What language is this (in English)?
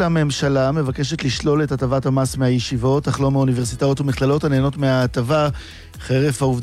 Hebrew